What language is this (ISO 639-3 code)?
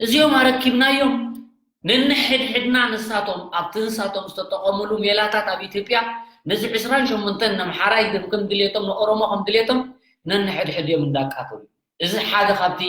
tir